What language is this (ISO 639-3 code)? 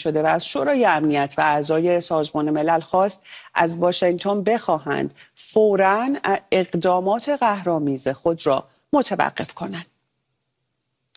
fas